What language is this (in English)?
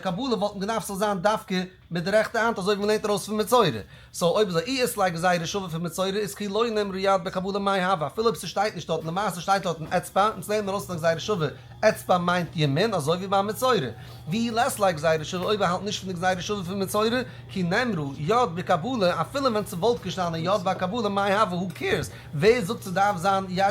Yiddish